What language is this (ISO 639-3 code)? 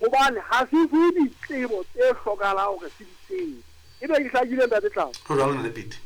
sot